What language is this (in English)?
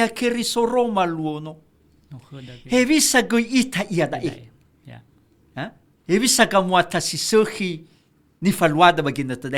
Nias